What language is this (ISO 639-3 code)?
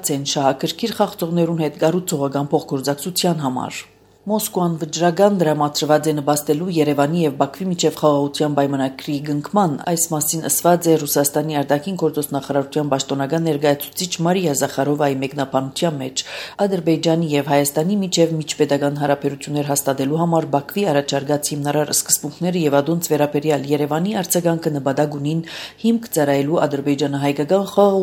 hye